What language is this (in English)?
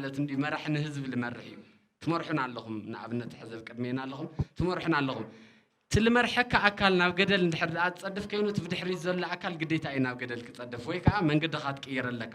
Tigrinya